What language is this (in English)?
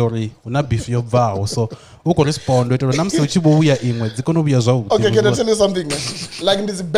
Venda